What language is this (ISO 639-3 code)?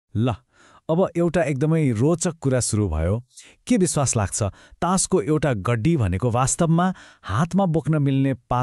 nep